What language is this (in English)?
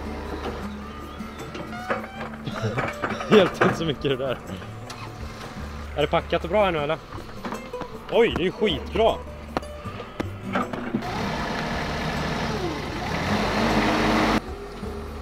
Swedish